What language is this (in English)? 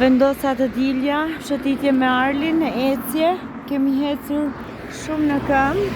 Albanian